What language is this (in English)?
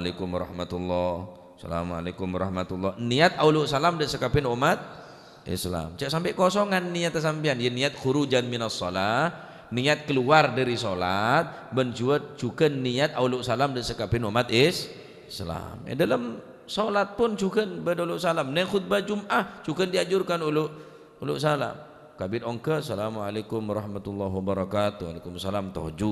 Madurese